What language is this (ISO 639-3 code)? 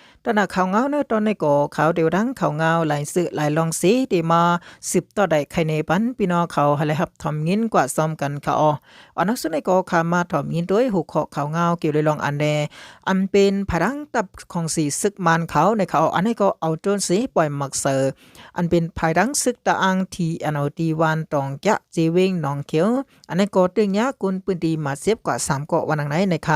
shn